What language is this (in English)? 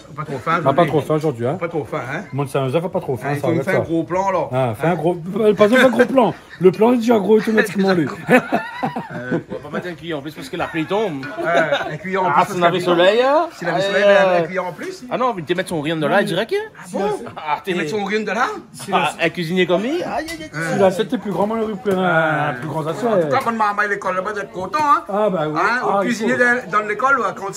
Réunion Creole French